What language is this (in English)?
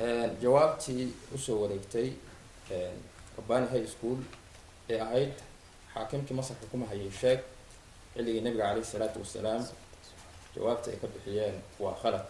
Somali